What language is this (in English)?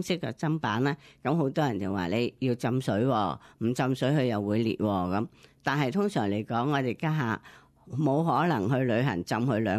Cantonese